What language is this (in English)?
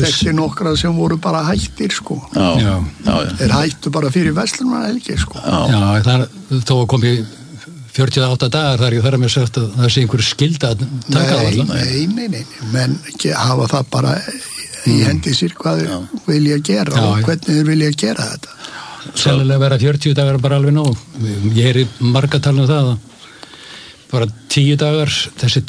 Icelandic